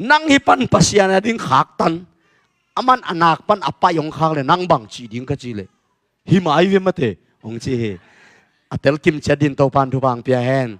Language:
Tedim Chin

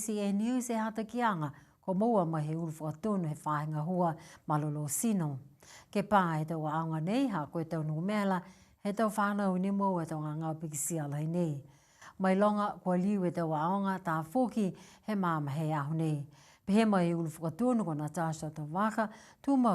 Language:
Niuean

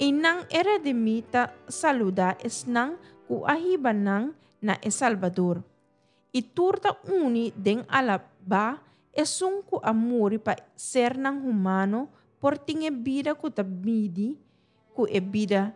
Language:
Papiamento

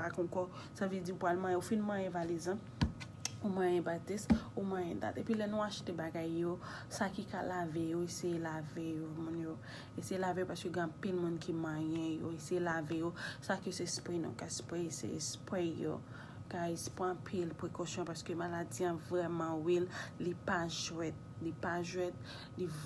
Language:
Haitian Creole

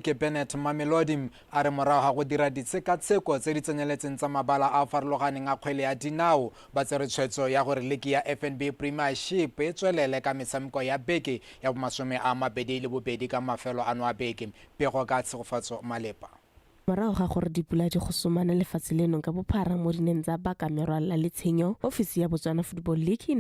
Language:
Tswana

